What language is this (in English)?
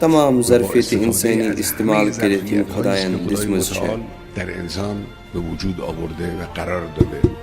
Kashmiri